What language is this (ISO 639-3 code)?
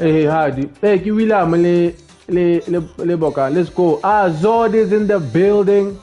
tsn